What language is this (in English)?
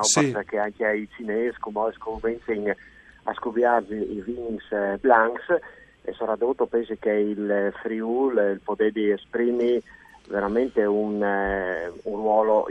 Friulian